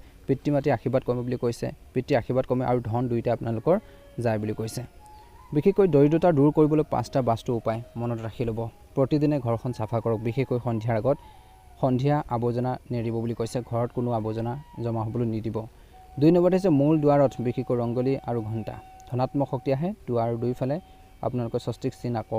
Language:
Assamese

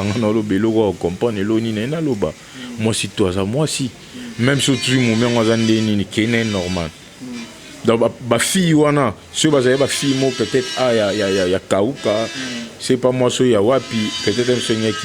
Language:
Lingala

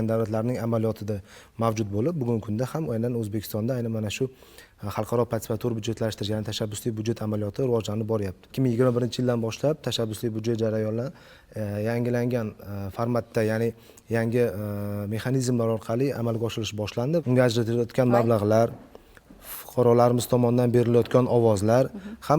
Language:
Uzbek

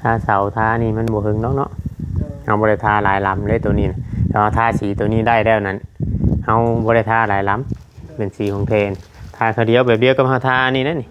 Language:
Northeastern Thai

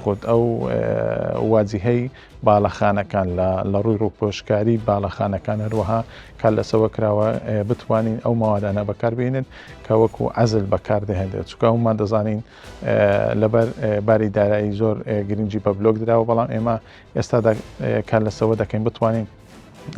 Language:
Central Kurdish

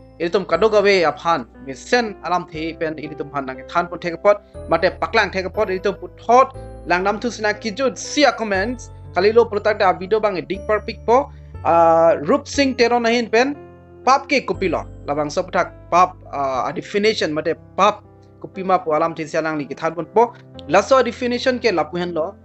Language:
Karbi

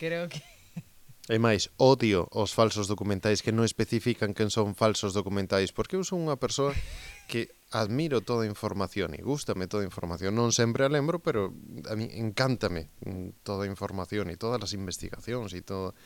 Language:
Galician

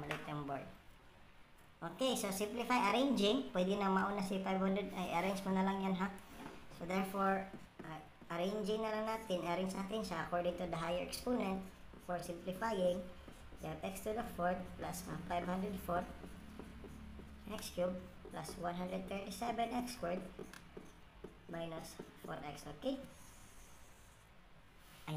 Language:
Filipino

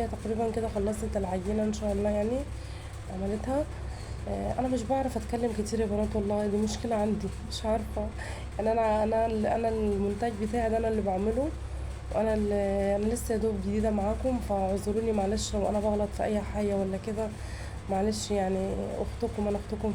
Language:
Egyptian Arabic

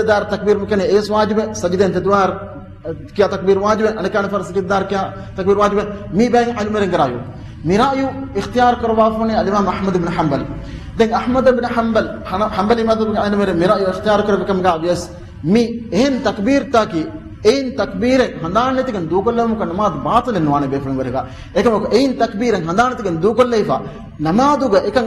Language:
Divehi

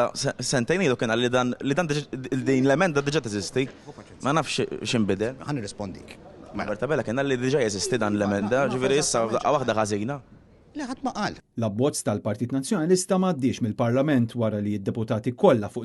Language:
Maltese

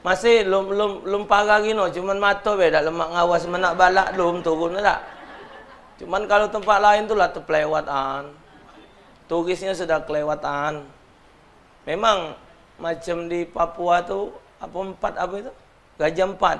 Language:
Musi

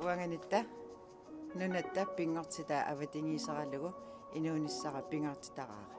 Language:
Kalaallisut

